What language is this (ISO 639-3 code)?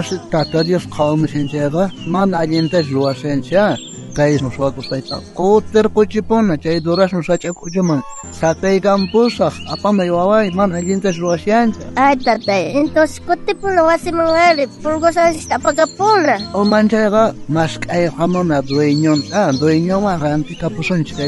quh